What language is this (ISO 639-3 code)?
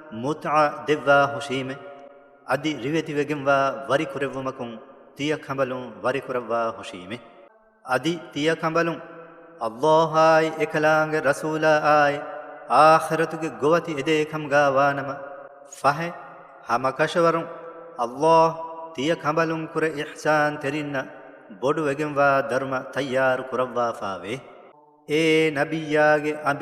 div